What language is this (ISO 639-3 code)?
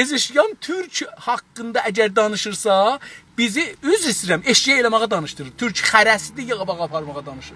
azb